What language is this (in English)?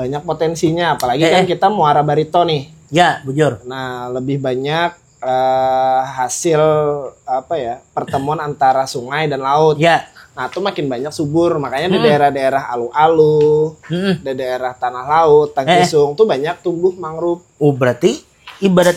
Banjar